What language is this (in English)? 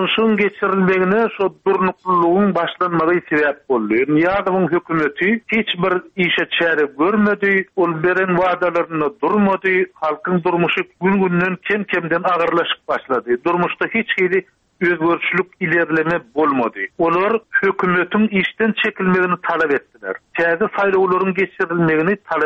Turkmen